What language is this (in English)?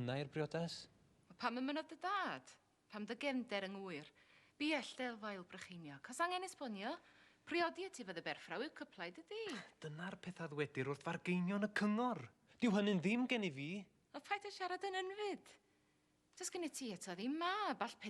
Welsh